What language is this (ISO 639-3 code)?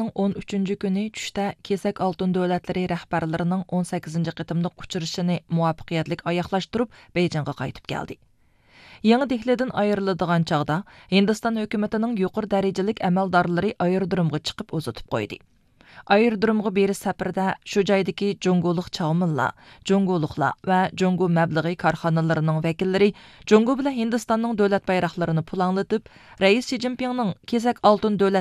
uig